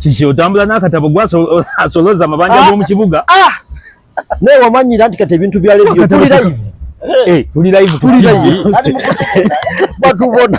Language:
Ganda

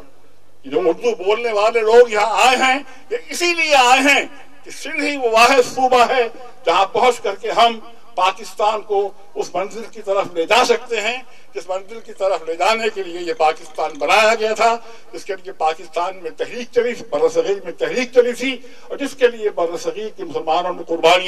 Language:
Urdu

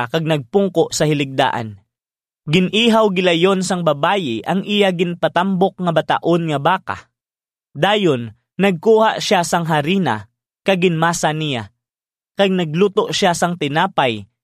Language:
Hiligaynon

